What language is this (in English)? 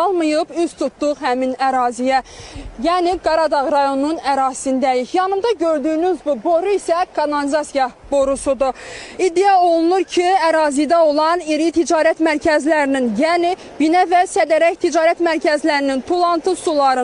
Azerbaijani